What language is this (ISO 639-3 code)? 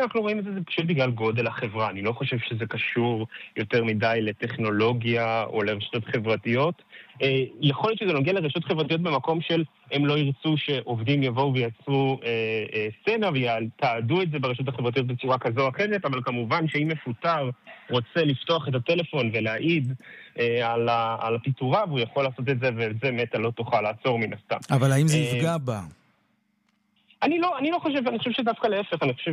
heb